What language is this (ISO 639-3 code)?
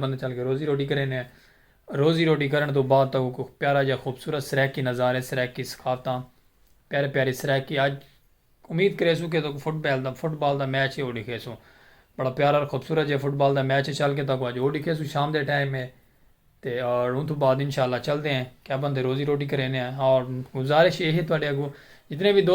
skr